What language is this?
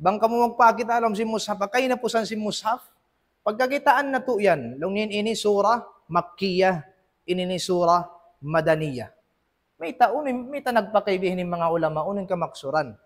Tausug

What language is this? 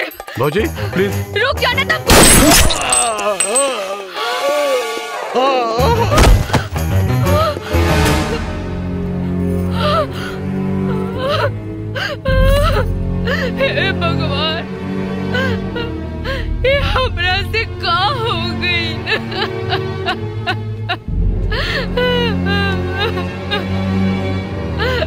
Bhojpuri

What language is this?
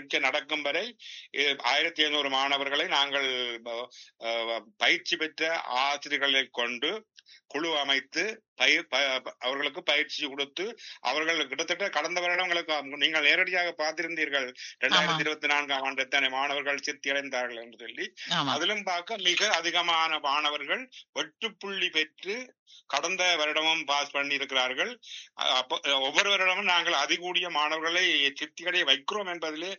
Tamil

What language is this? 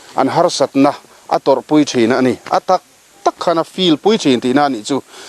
Mizo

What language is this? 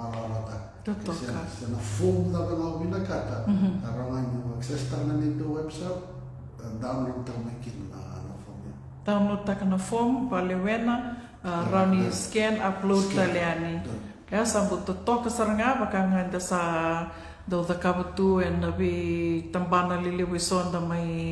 Fijian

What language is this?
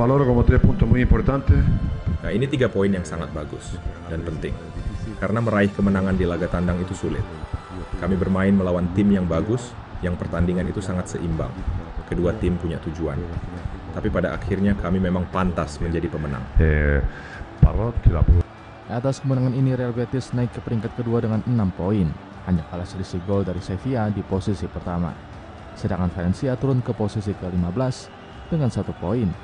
Indonesian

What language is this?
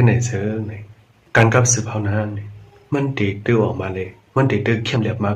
Shan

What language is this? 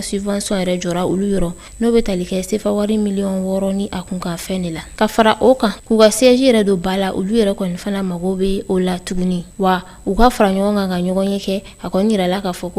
Bambara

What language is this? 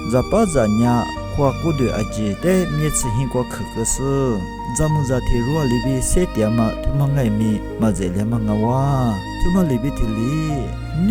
Lisu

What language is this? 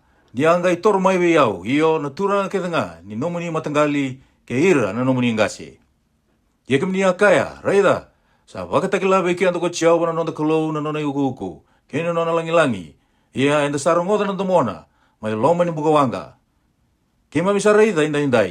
Fijian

